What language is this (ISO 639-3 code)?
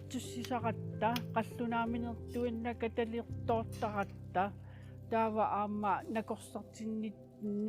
kal